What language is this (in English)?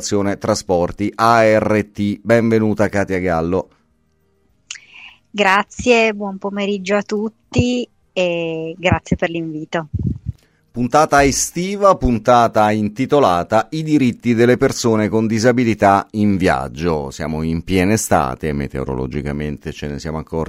Italian